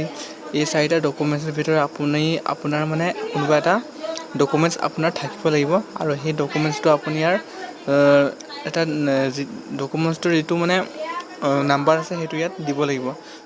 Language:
Assamese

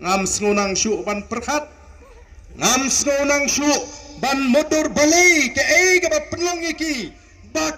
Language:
Khasi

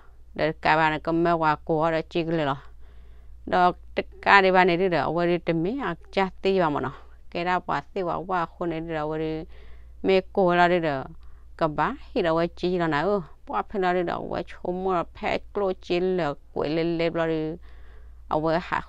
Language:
S'gaw Karen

